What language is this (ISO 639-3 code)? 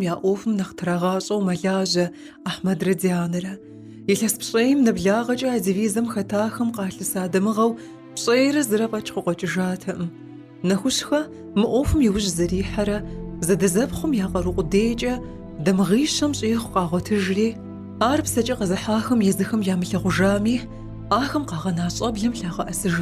kbd